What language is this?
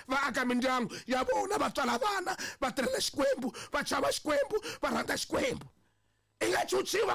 Tsonga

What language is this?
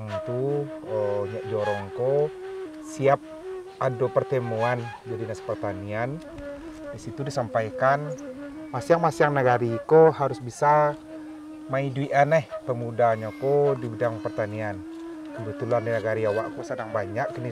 Minangkabau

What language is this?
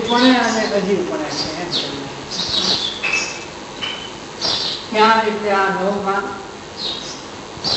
Gujarati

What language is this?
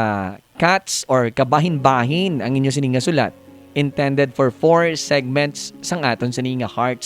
Hiligaynon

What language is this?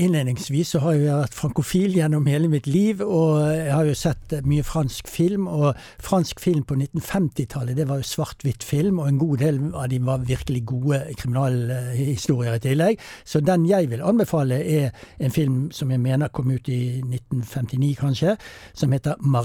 Norwegian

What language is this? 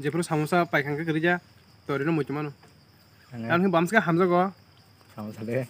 Kok Borok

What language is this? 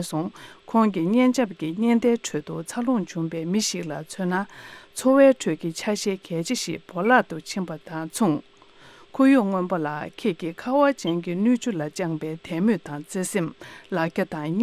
Tibetan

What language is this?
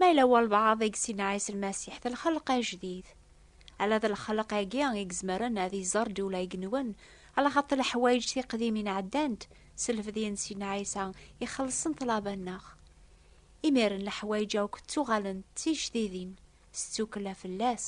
Kabyle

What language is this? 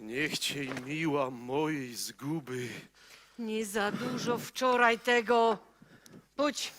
Silesian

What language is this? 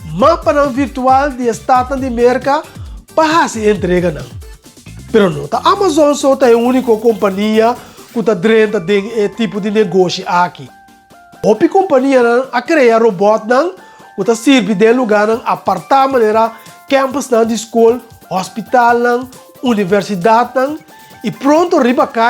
Papiamento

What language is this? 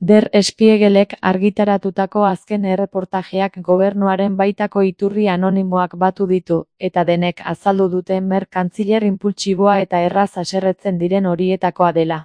Basque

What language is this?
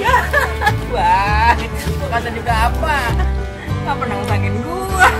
Betawi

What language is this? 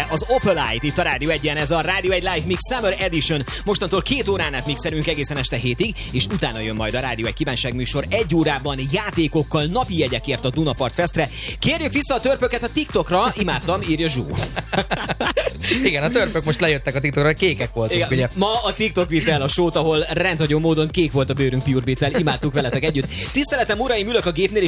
Hungarian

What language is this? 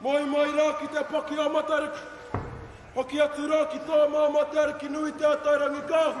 Māori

